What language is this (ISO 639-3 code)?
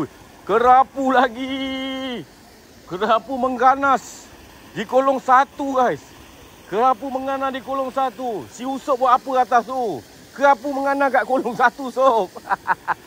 msa